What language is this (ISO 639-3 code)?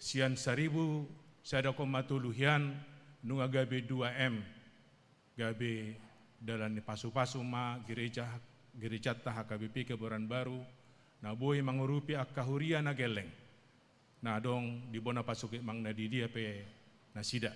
bbc